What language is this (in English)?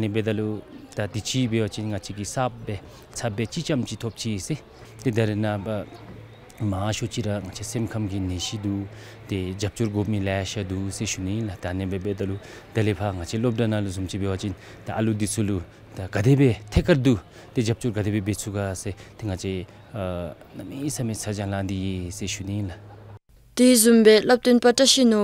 Dzongkha